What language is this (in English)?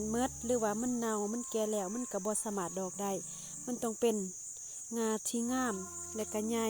Lao